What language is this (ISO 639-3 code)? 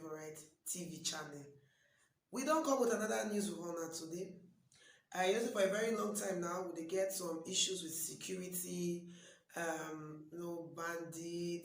pcm